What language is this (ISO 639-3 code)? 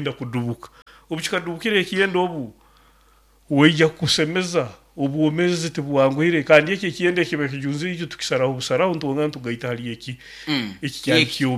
nyo